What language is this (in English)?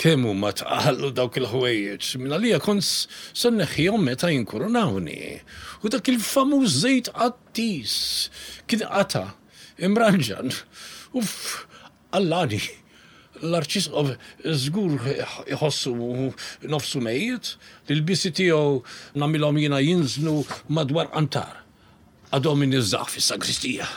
Maltese